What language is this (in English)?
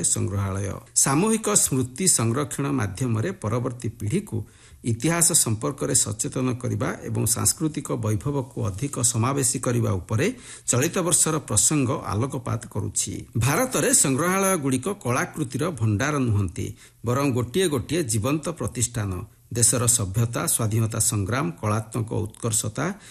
Odia